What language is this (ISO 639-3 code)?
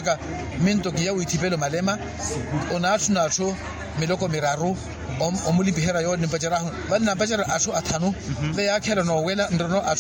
vmw